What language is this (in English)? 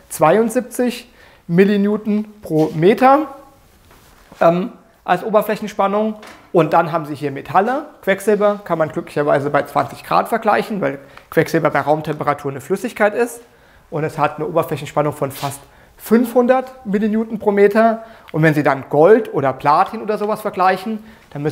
German